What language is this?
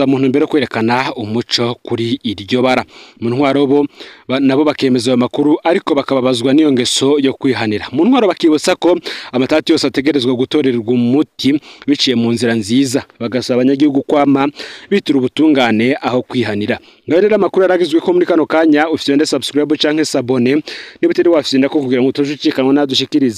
Rundi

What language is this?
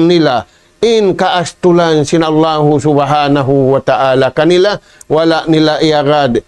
Tausug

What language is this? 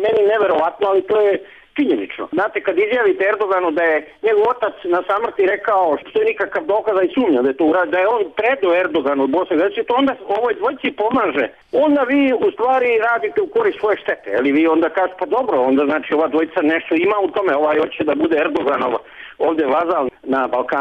Bosnian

